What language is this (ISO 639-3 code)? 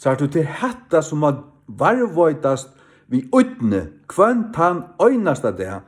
fao